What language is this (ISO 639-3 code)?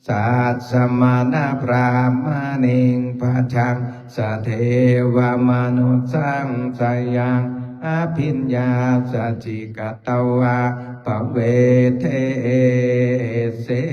pli